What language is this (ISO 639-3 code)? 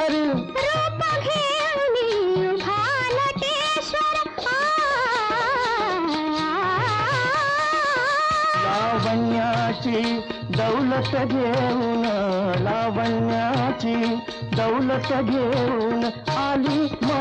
mar